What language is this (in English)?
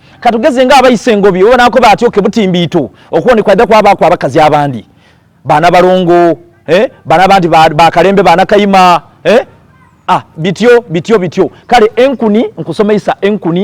Soga